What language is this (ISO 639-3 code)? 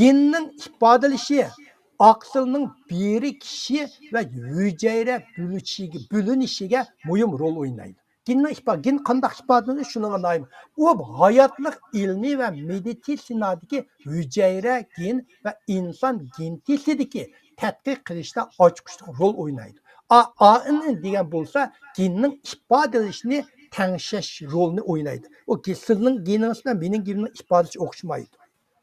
uig